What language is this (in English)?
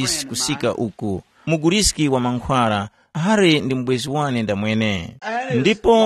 Tumbuka